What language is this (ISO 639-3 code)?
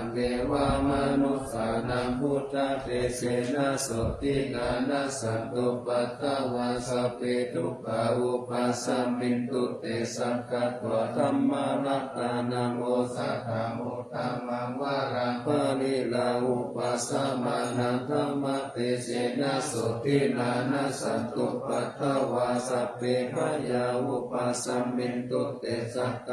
pli